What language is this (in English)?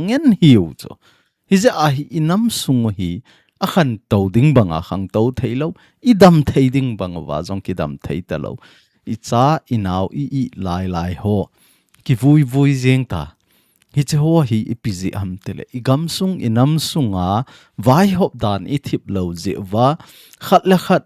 Thado Chin